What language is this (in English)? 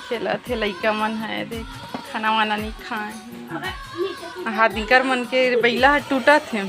Chhattisgarhi